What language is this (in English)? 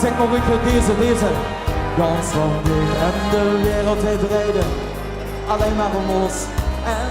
Limburgish